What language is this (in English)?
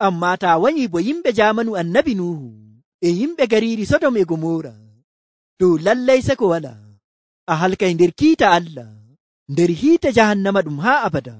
Nigerian Fulfulde